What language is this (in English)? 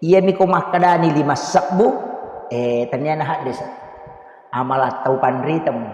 Buginese